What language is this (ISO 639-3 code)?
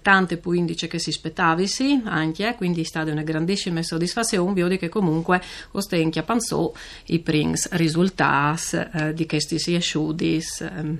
fur